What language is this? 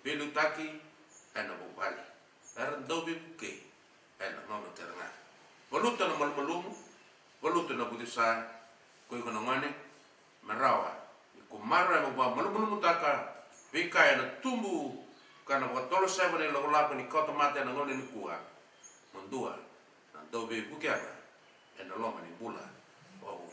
Fijian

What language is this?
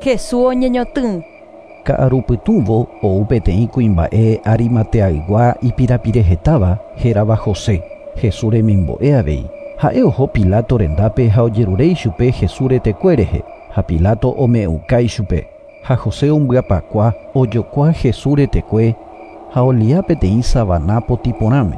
Guarani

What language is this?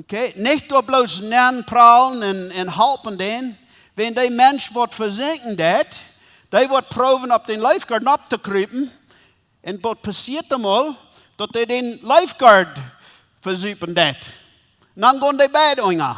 Plautdietsch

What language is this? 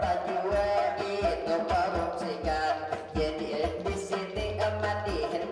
Banjar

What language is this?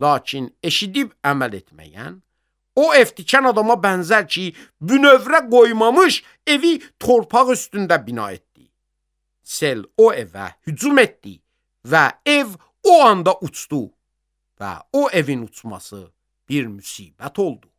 Azerbaijani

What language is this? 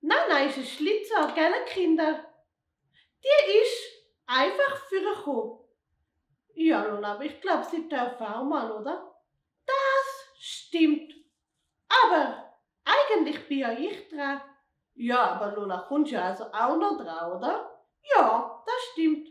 Swiss German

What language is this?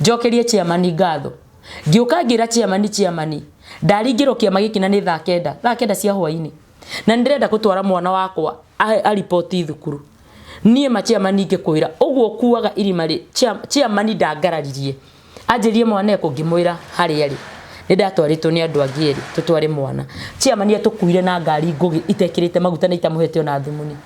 Kikuyu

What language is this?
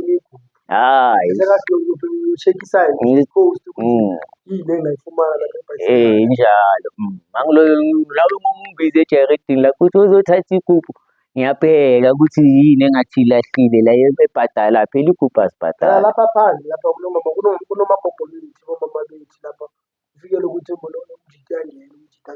Zulu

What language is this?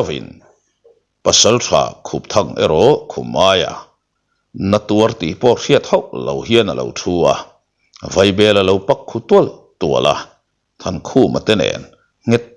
Mizo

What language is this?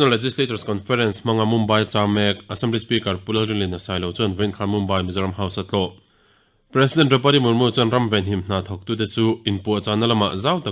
Mizo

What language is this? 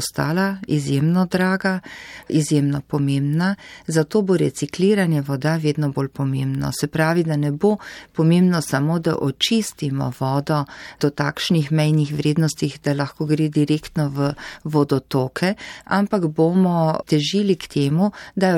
Slovenian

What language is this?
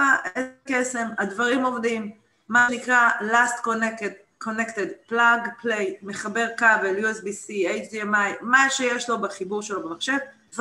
Hebrew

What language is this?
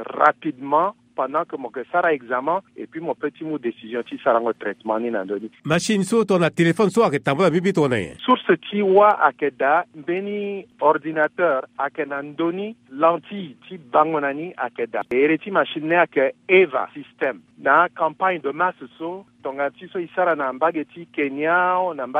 Sango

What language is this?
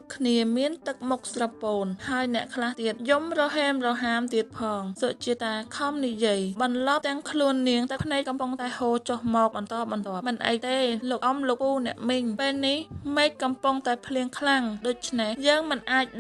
Khmer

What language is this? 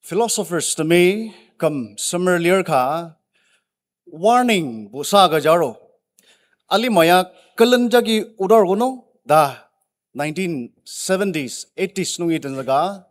Ao Naga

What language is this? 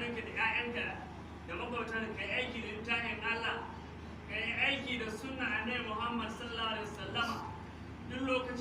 Hausa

